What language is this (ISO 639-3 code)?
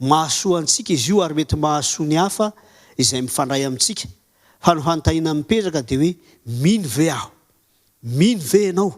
mlg